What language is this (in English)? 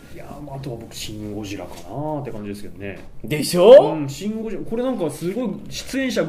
Japanese